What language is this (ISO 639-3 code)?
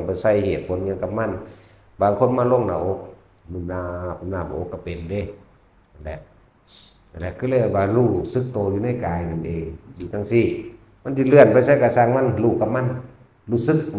tts